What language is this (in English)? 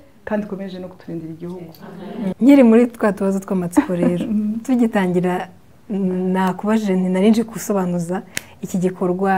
Kinyarwanda